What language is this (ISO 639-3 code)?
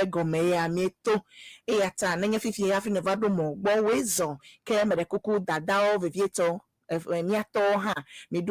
ewe